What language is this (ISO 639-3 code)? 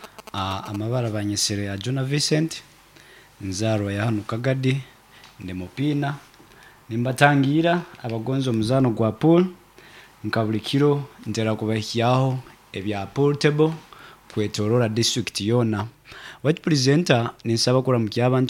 nyo